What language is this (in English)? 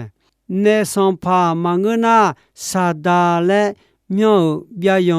Akha